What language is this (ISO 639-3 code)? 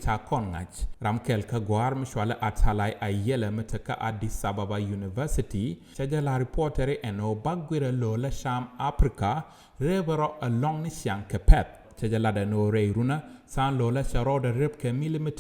nus